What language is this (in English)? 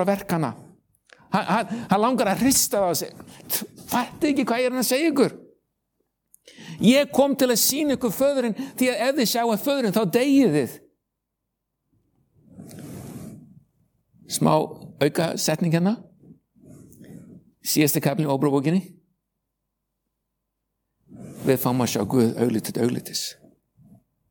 Icelandic